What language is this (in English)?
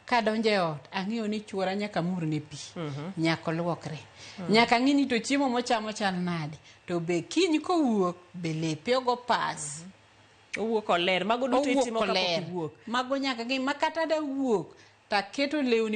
Luo (Kenya and Tanzania)